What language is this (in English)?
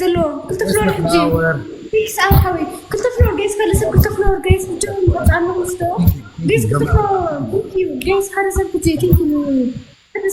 Tigrinya